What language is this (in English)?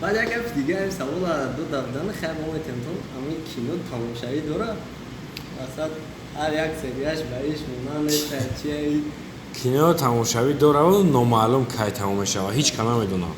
Tajik